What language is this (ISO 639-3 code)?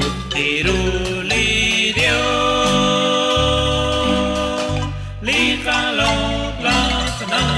kek